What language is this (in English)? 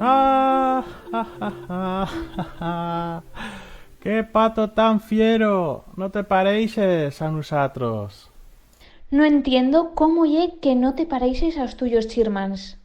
Aragonese